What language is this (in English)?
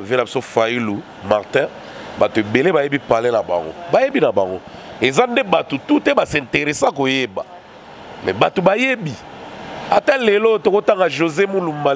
Lingala